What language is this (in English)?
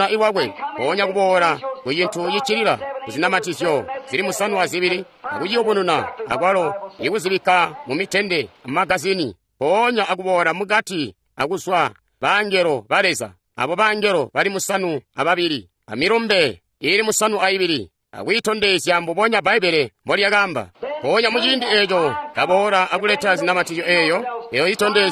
Tonga (Zambia)